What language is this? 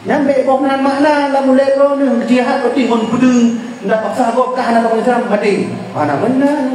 Achinese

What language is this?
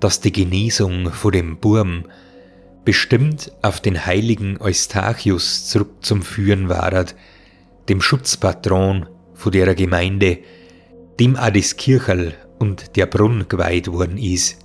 Bavarian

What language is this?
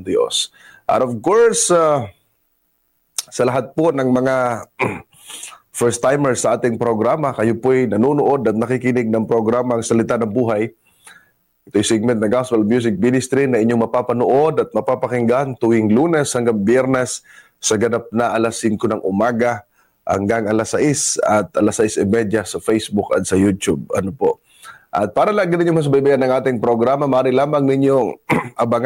Filipino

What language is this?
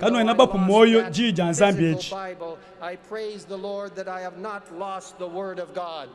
Luba-Lulua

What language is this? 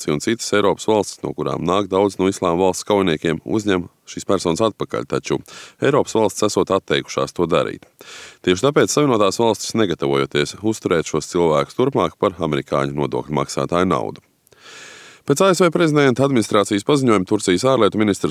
Latvian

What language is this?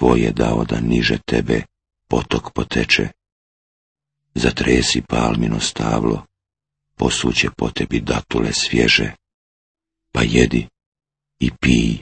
Bosnian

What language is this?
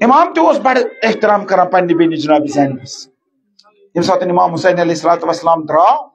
Kashmiri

